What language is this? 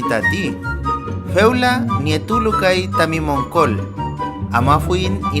Mapuche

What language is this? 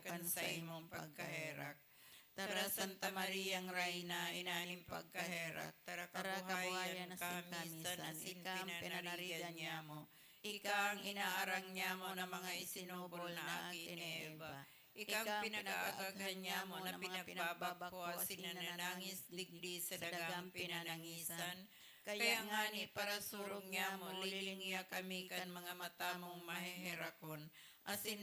Bikol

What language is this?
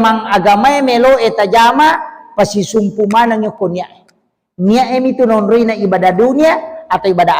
Buginese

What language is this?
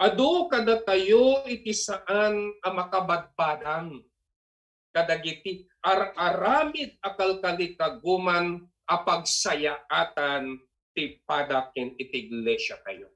Iloko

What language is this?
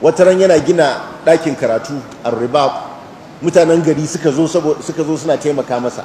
Hausa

